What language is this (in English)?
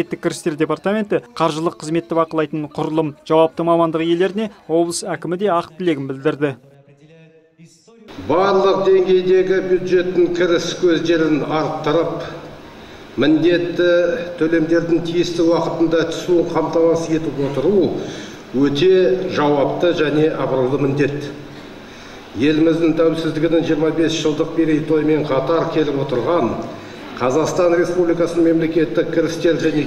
Kazakh